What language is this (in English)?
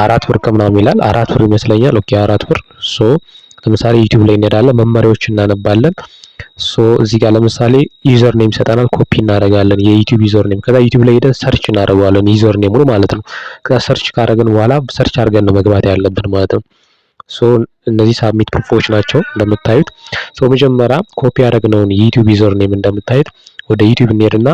Amharic